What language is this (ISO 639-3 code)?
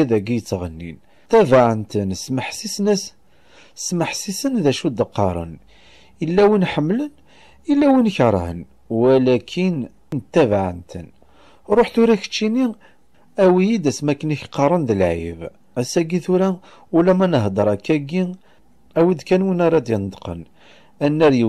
kab